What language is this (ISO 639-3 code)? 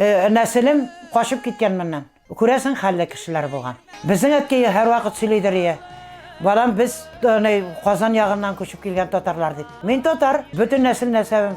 tat